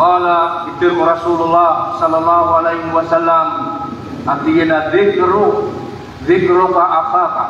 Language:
Maranao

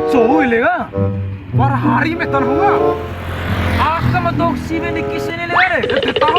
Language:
Bima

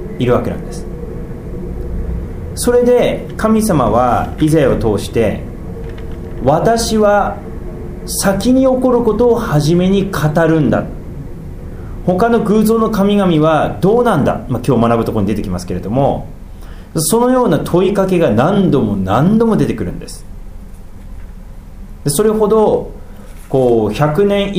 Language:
Japanese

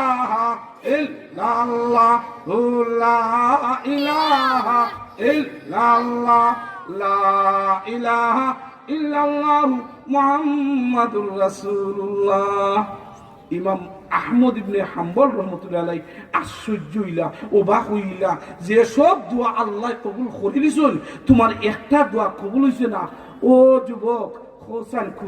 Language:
Sylheti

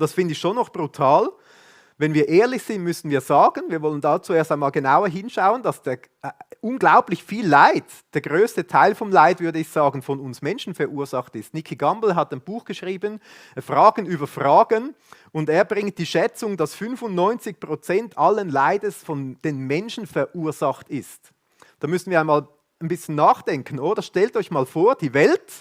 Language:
Swiss German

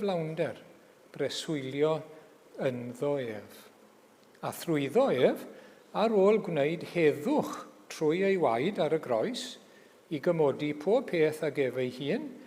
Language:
Welsh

